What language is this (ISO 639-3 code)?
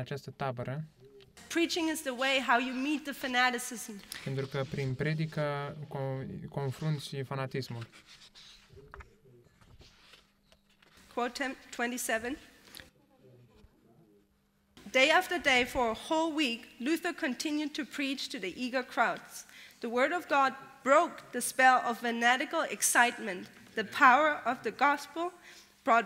ron